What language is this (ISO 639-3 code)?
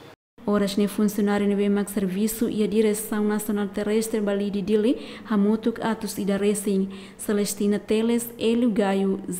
tet